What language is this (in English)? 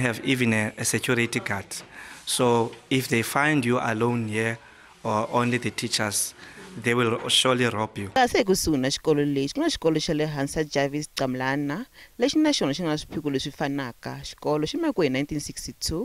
Tsonga